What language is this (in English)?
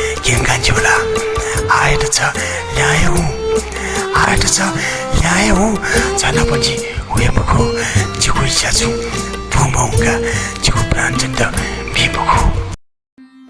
Newari